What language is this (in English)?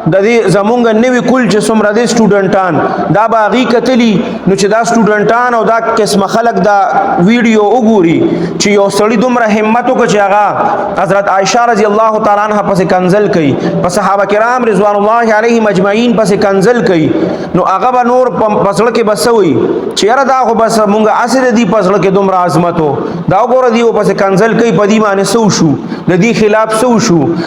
Pashto